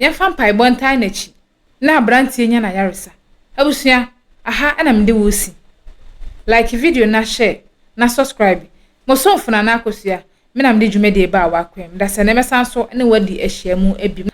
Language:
Akan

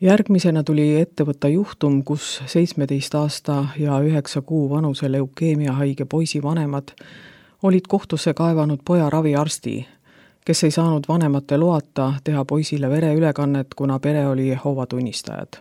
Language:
Estonian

